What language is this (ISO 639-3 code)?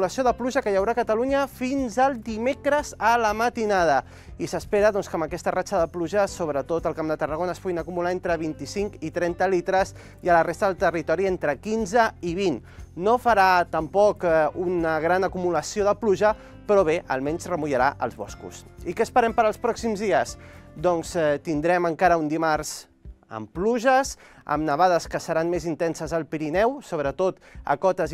cat